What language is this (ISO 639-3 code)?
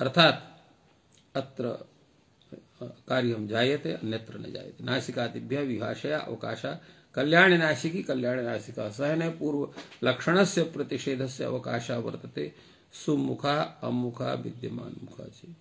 san